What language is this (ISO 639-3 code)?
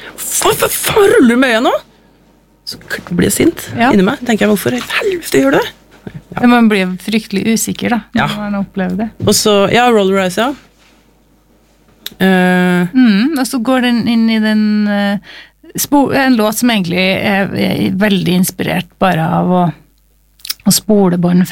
nor